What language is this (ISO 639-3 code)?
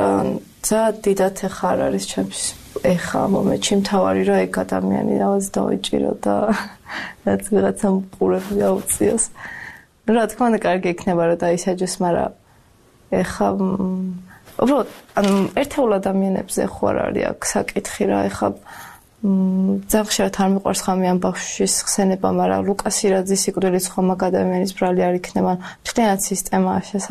kat